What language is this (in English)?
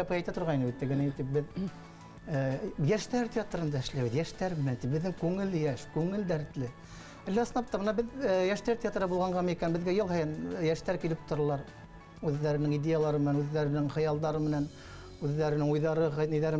Bashkir